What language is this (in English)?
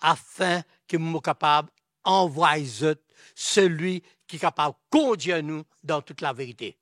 Morisyen